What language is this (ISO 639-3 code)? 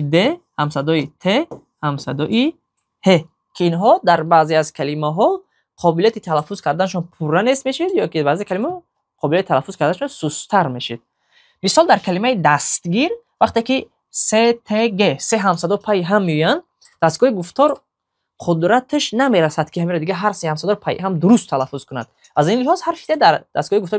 tgk